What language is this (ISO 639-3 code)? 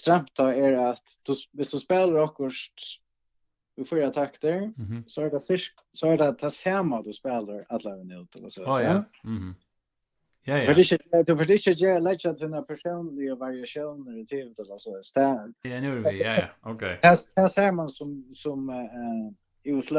fao